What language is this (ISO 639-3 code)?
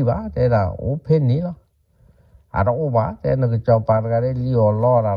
ksw